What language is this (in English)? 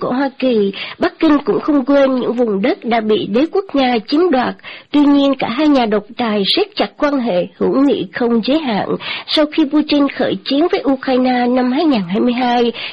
Vietnamese